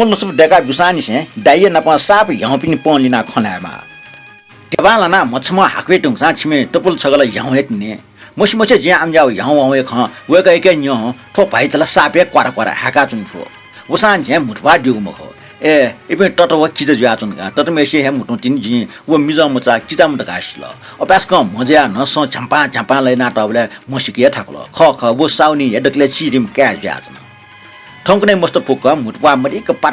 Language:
Newari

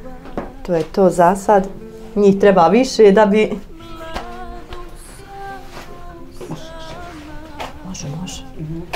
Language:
Bosnian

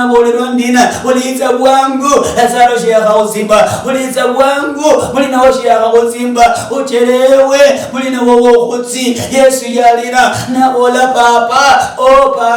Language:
Luyia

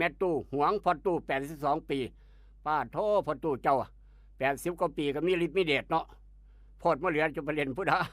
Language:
Northeastern Thai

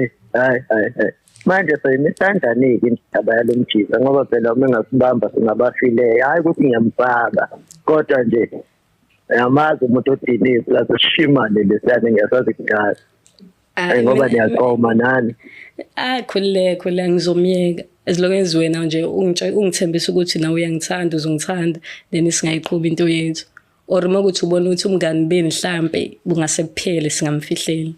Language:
Zulu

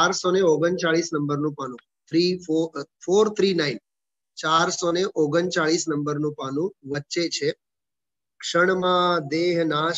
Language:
Gujarati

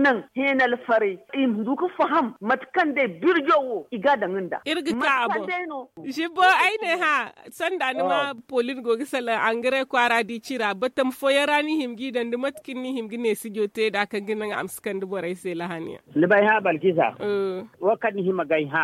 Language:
Zarma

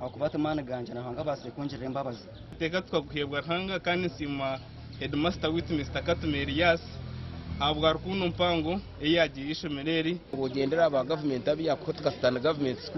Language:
Nyankole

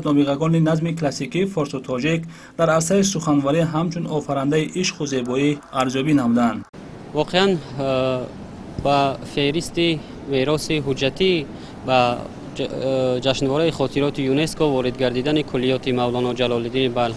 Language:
Tajik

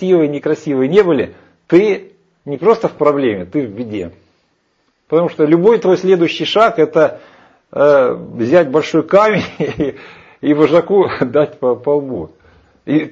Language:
Russian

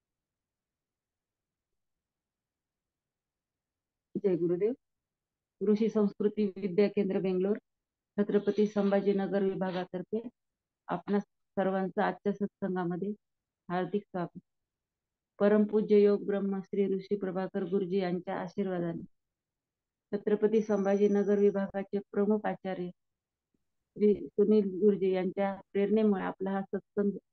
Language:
Marathi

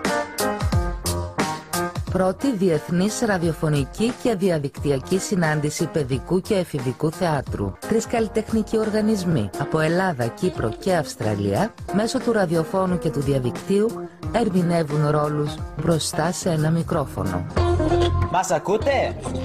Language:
Greek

